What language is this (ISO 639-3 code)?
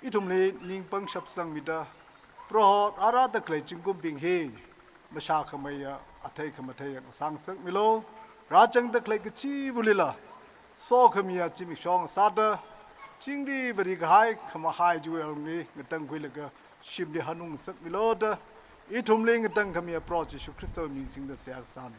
nmf